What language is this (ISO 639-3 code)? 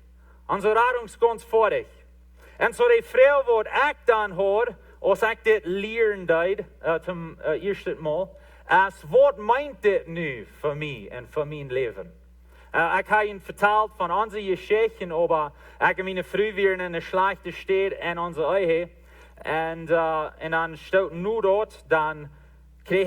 pdt